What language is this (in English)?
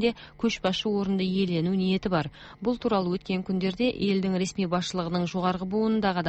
Kazakh